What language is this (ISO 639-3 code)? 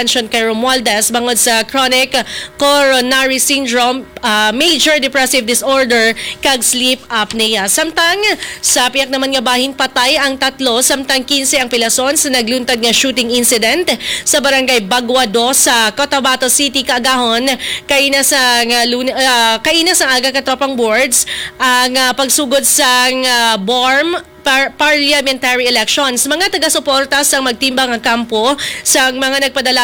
hil